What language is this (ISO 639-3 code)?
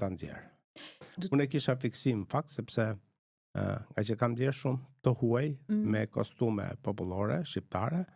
sqi